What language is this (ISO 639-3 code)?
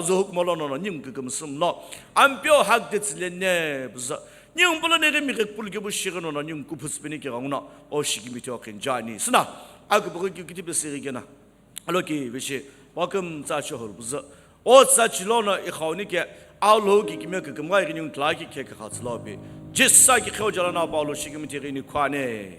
nsm